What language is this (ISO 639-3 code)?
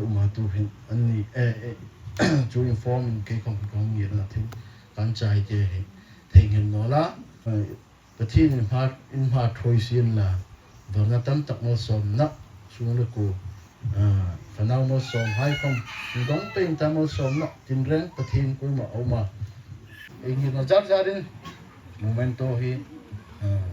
hmr